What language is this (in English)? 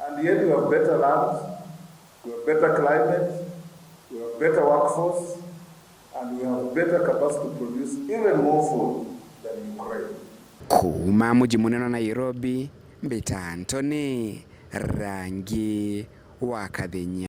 Meru